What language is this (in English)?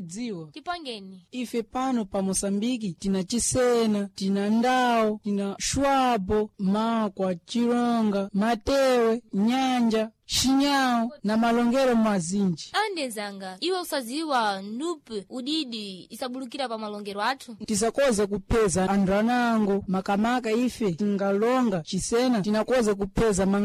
Sena